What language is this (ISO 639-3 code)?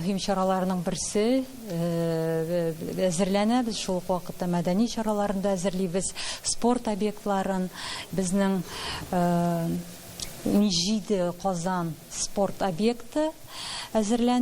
tat